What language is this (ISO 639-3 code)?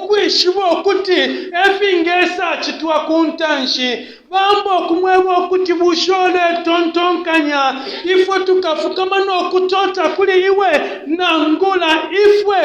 bem